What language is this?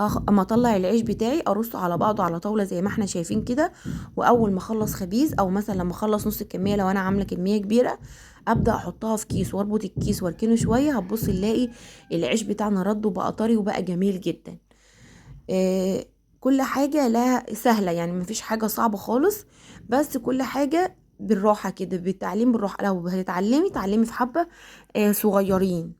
Egyptian Arabic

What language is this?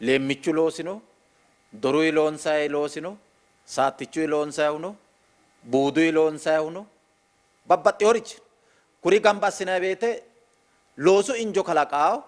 Sidamo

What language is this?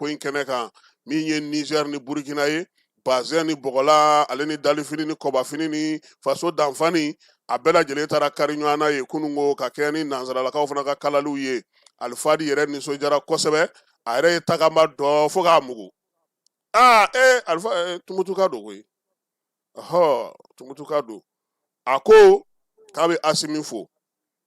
Bambara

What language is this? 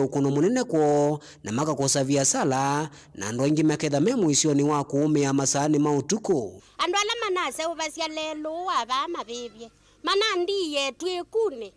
Kamba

